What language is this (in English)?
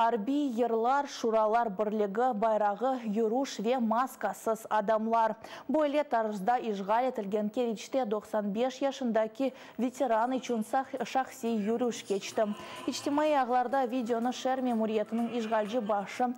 Crimean Tatar